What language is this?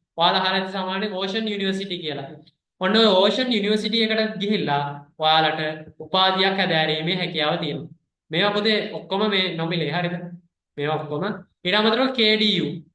Sinhala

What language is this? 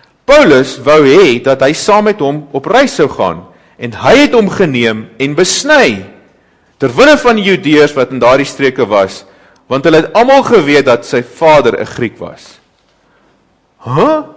Afrikaans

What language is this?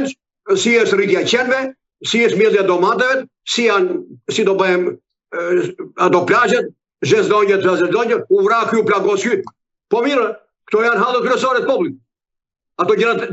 Albanian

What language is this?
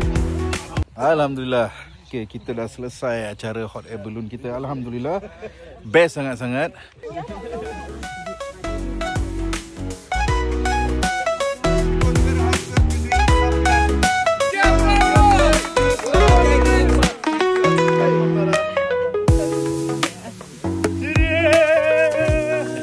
Malay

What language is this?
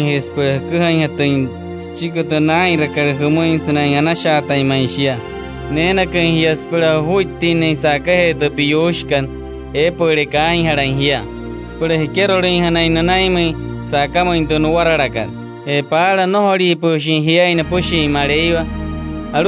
Wayuu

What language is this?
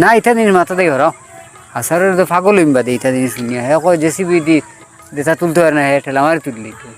Sylheti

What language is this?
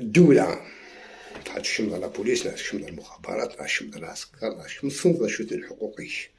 Algerian Arabic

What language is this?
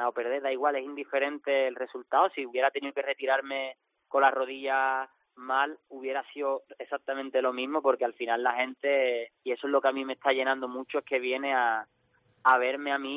Spanish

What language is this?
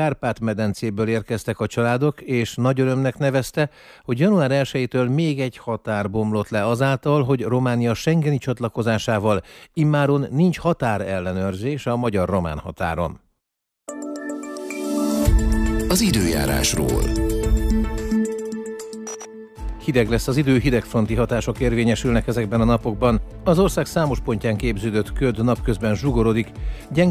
Hungarian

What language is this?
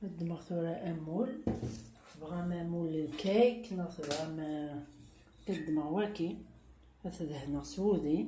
Kabyle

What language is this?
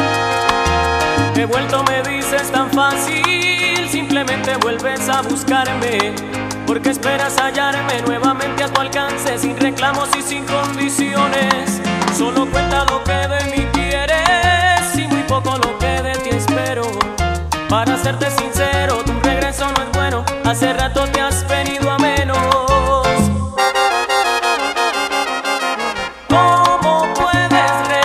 Spanish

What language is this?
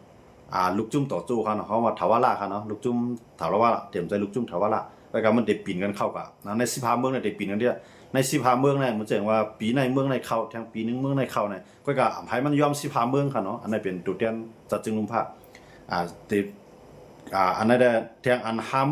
Shan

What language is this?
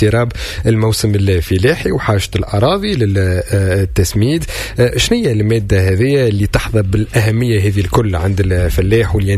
Tunisian Arabic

